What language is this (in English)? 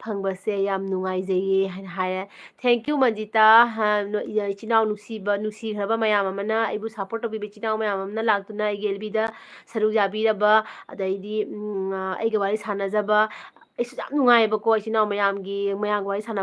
Manipuri